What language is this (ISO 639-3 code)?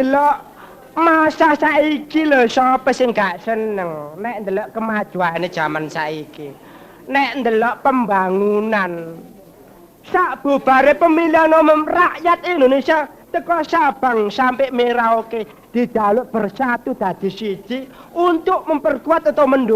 jav